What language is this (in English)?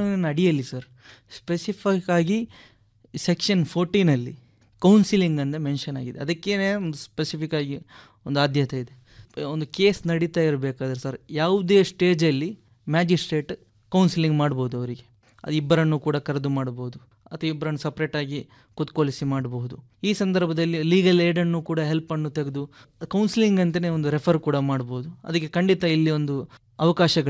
Kannada